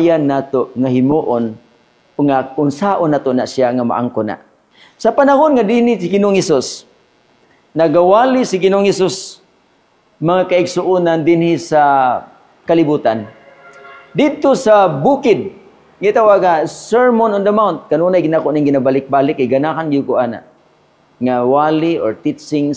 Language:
Cebuano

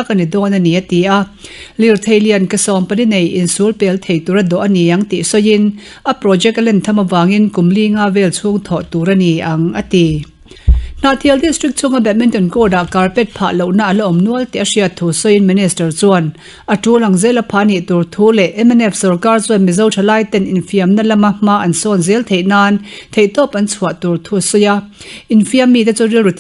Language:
Mizo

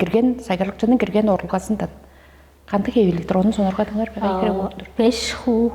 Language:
Tuvinian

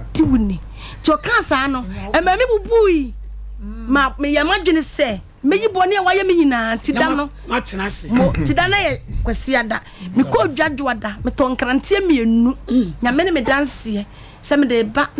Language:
Akan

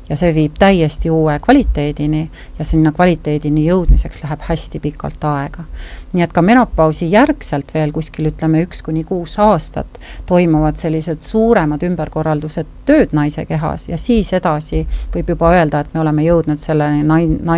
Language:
Estonian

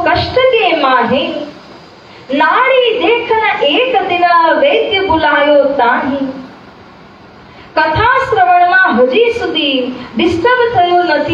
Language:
Gujarati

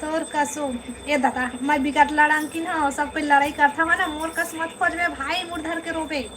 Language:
Chhattisgarhi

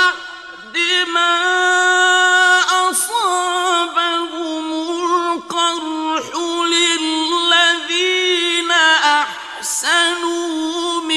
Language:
Arabic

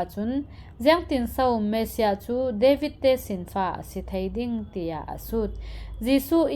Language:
Falam Chin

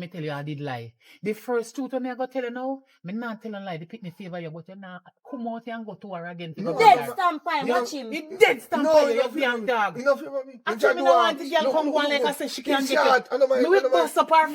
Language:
Jamaican Creole English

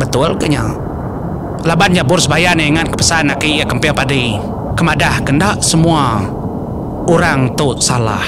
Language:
Iban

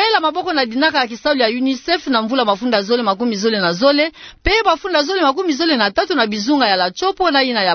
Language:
Kituba (Democratic Republic of Congo)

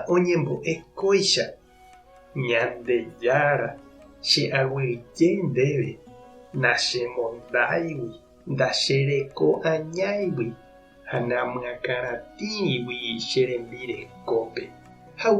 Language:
Guarani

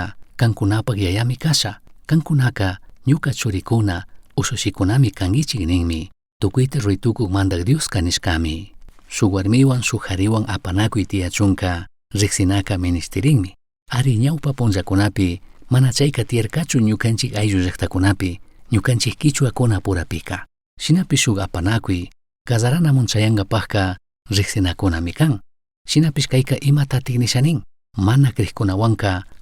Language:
Chimborazo Highland Quichua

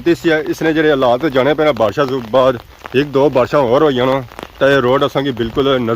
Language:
Pahari-Potwari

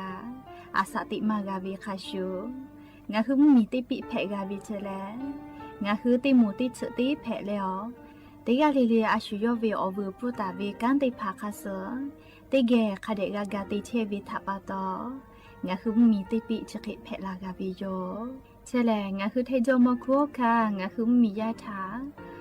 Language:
Lahu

